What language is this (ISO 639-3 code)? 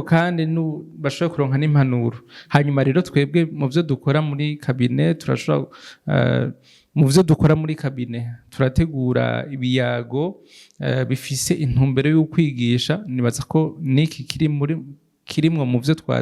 run